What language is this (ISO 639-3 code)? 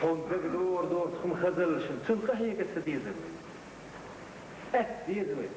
che